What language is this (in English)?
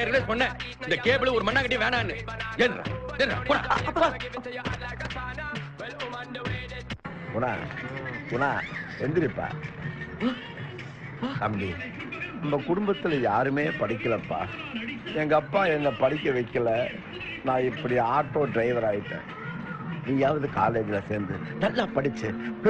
Tamil